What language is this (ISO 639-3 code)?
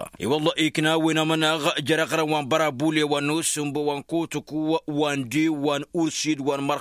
taq